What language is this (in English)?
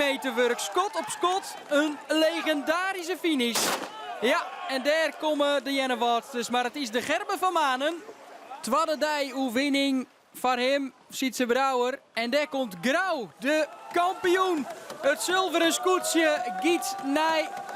Western Frisian